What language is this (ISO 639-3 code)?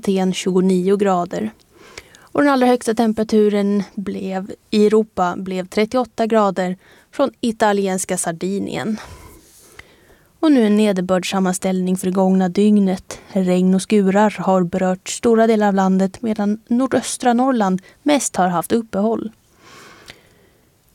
swe